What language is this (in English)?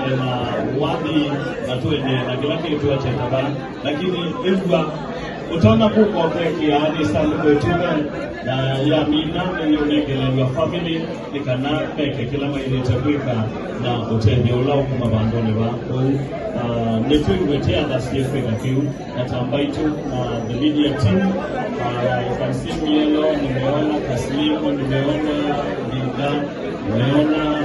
Kamba